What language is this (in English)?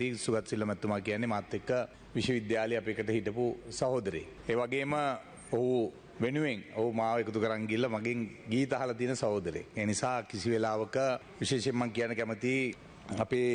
Sinhala